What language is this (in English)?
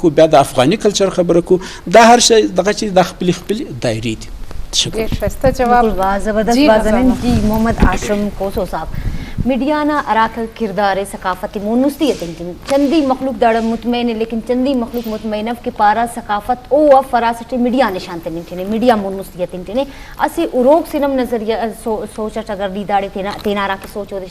Eastern Balochi